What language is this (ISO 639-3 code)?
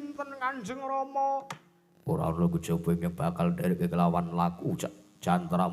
jav